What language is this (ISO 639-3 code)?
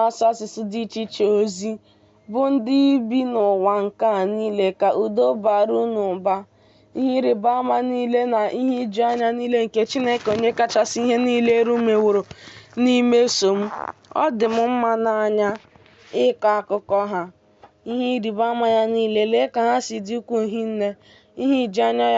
ibo